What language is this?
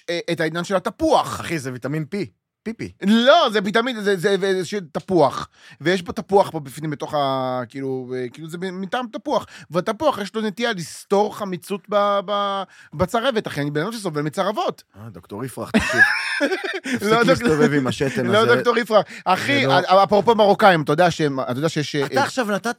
Hebrew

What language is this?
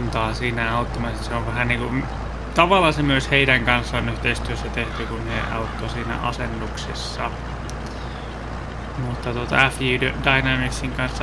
Finnish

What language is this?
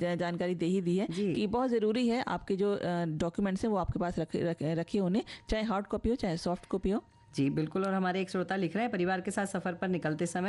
Hindi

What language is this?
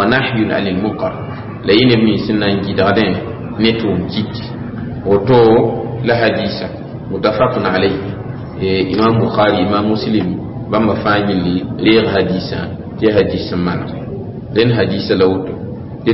Mossi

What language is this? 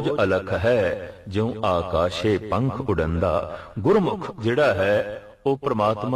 Punjabi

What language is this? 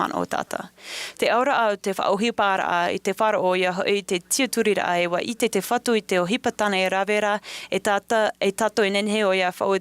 Tahitian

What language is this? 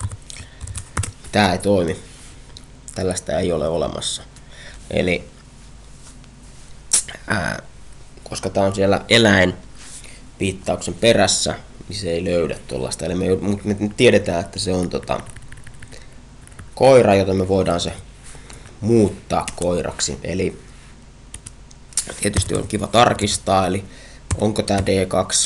Finnish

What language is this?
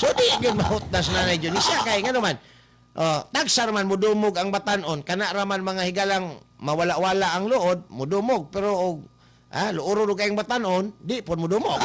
Cebuano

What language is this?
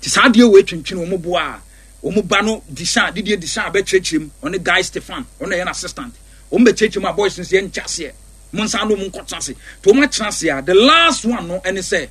Akan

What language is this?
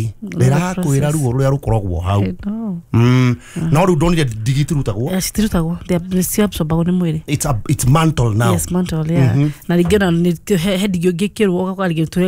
Kikuyu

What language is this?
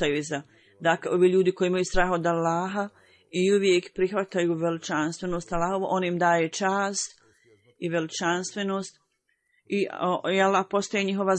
Bosnian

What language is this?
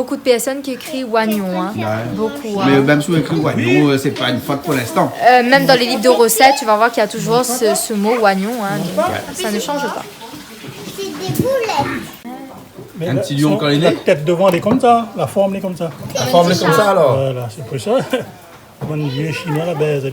Réunion Creole French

